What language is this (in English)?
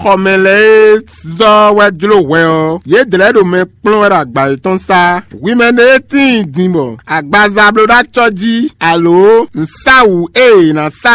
Fon